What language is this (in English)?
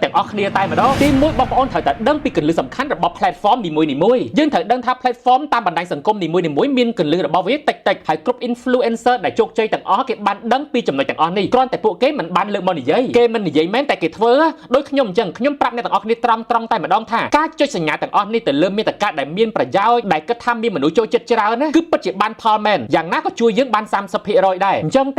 Khmer